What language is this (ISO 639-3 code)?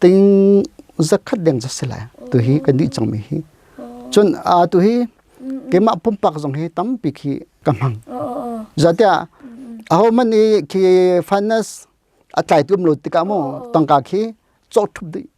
cnh